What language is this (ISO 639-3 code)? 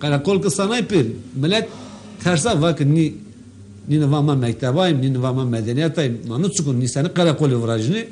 zza